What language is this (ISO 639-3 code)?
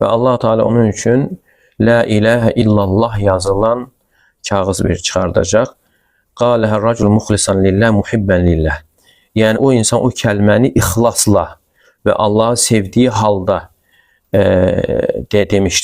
aze